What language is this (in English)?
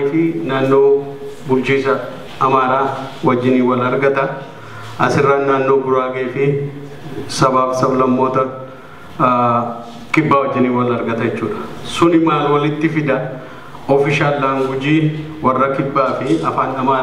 Oromo